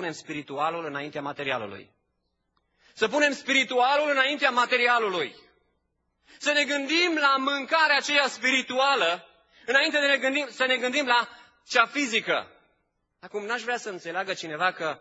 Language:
Romanian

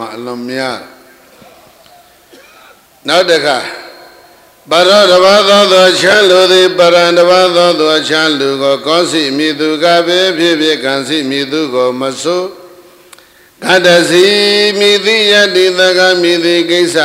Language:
Burmese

